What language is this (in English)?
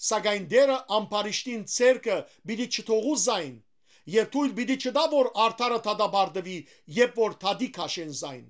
Western Armenian